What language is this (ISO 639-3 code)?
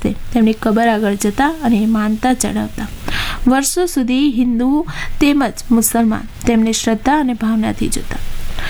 guj